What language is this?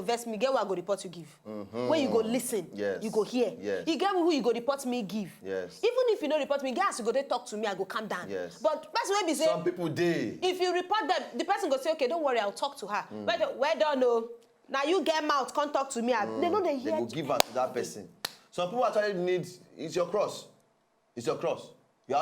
Nigerian Pidgin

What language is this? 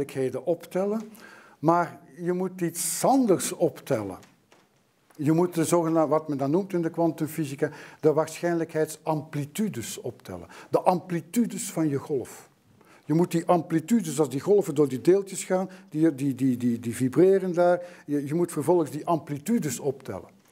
Dutch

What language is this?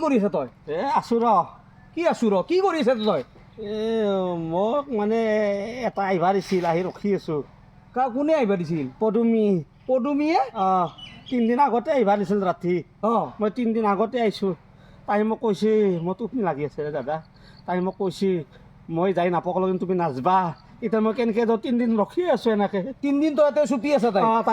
Assamese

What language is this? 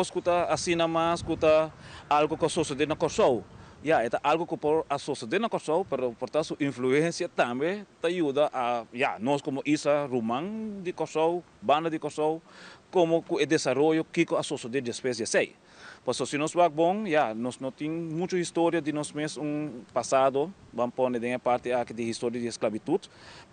Papiamento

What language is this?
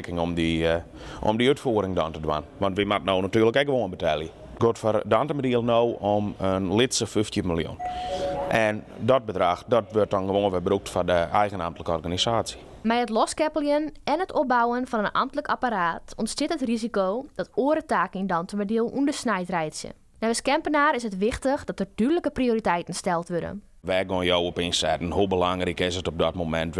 Western Frisian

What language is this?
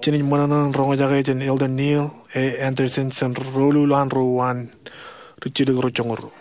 Marshallese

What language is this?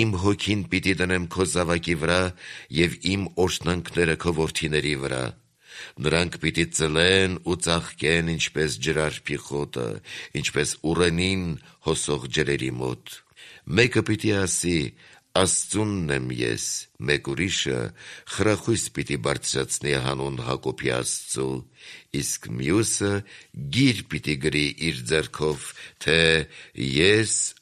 Armenian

